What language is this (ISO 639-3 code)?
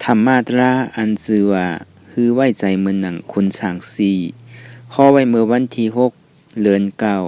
shn